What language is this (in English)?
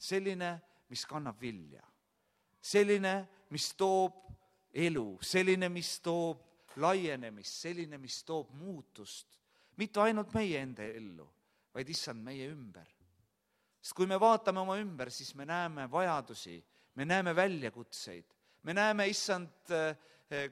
Estonian